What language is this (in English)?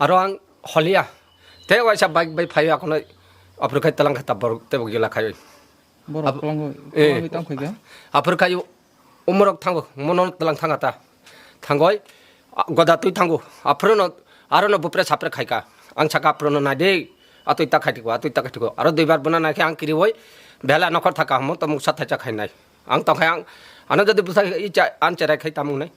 Kok Borok